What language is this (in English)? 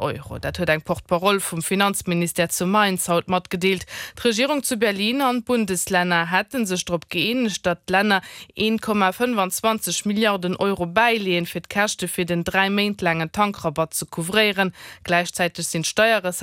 Luxembourgish